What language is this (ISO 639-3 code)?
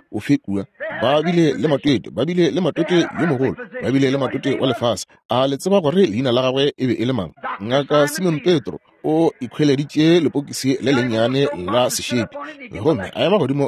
nso